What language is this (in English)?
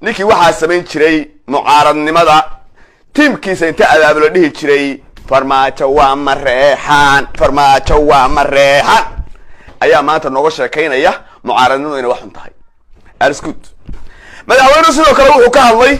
Somali